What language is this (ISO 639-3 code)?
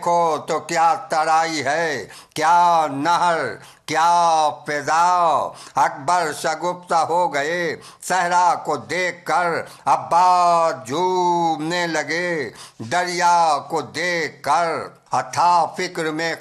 urd